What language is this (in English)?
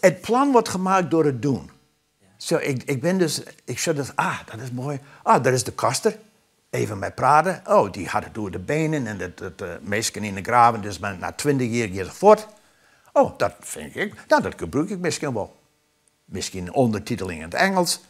Western Frisian